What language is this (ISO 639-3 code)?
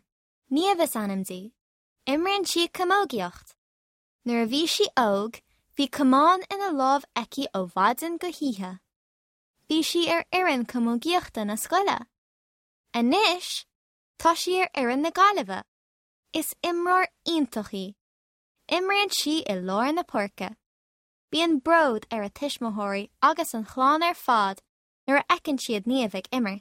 gle